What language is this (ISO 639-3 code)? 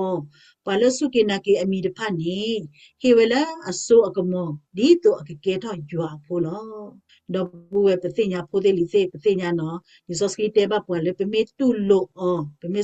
ksw